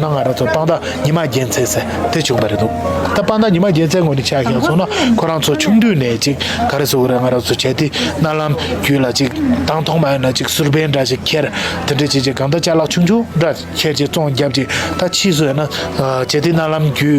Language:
Tibetan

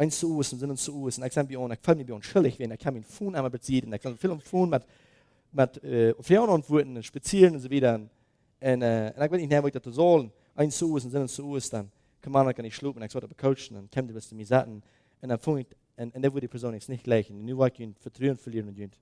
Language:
Plautdietsch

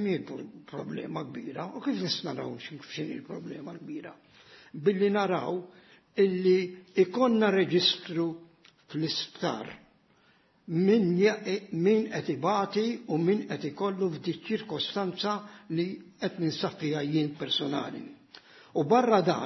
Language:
Maltese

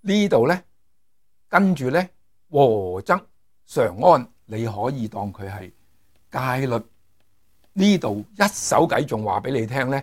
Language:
Cantonese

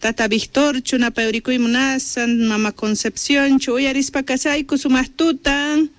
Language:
Quechua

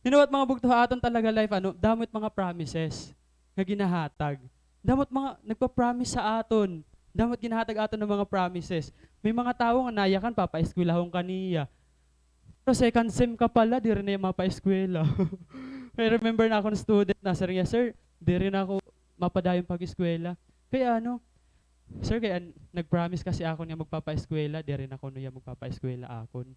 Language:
Waray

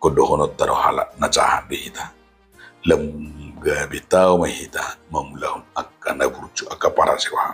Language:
Batak Toba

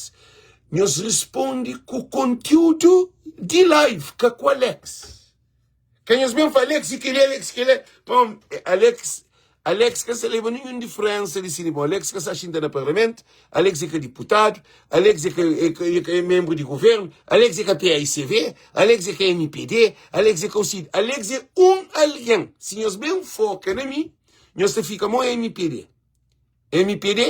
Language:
Kabuverdianu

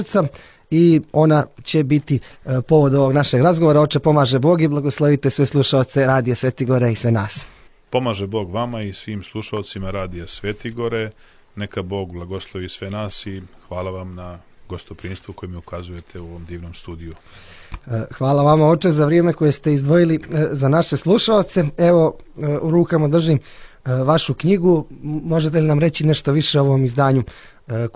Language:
Serbian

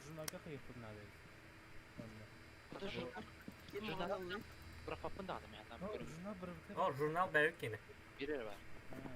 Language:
Yakut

